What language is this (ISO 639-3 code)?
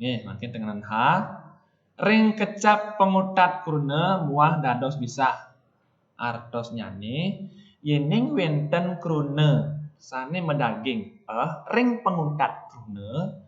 ban